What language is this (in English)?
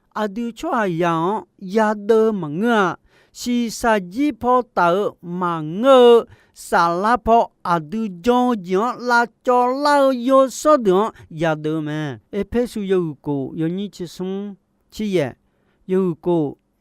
Akha